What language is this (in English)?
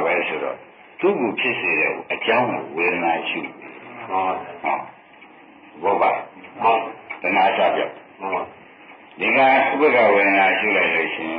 Burmese